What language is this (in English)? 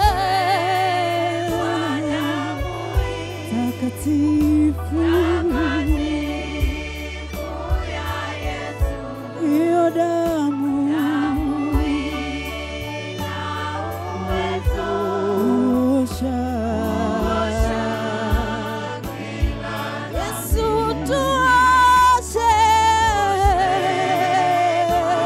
Swahili